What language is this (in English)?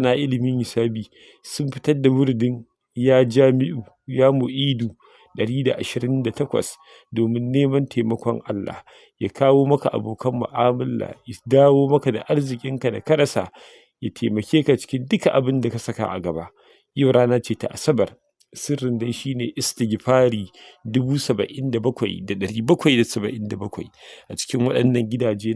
Hausa